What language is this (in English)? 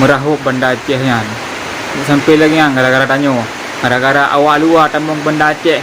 Achinese